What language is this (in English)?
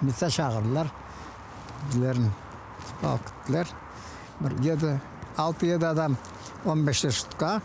Crimean Tatar